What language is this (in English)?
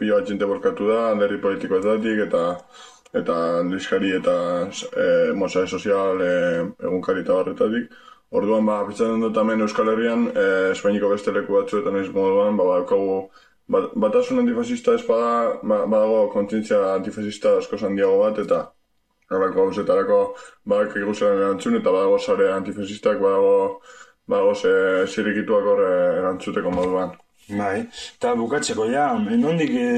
Basque